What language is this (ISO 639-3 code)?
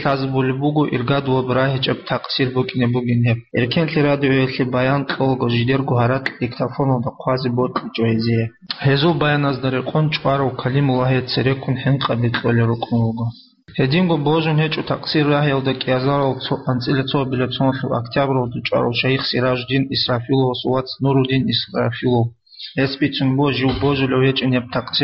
ava